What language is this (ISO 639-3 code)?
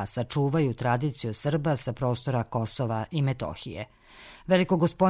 srp